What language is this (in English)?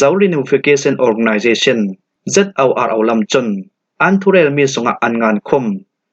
Falam Chin